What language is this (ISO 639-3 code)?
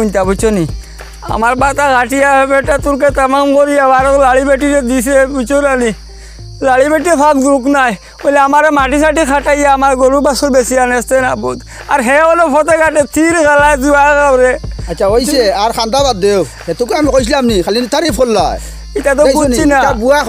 syl